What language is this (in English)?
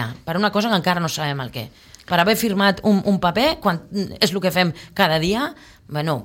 Catalan